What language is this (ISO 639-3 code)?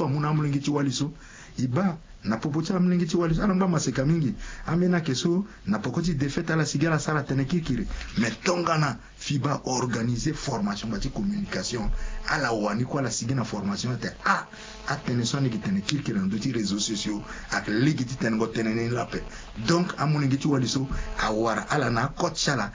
sag